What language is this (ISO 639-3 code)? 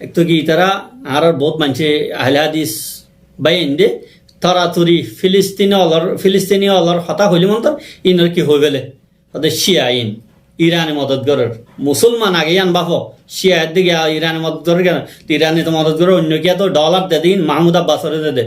rhg